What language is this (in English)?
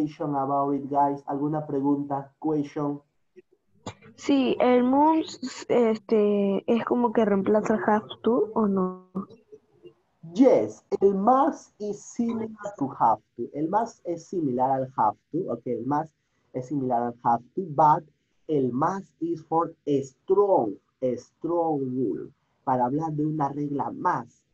Spanish